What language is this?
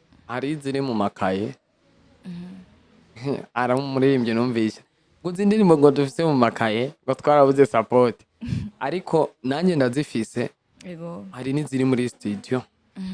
Rundi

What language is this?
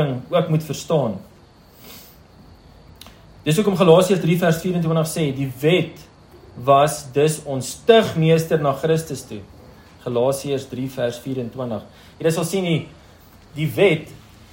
Afrikaans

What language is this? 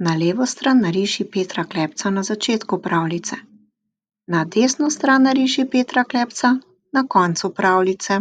Slovenian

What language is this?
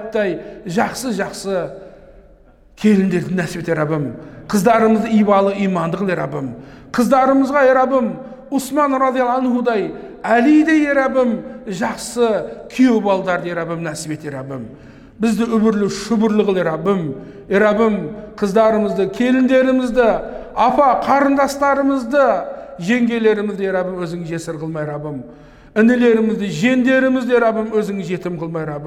Kazakh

